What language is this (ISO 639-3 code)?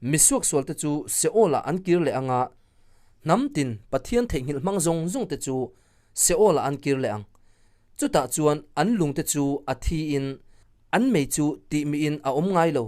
lus